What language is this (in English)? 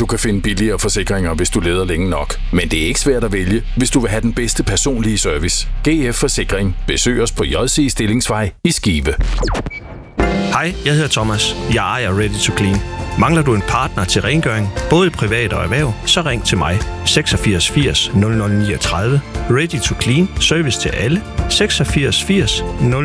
Danish